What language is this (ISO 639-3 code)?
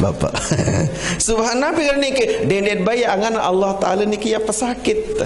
sas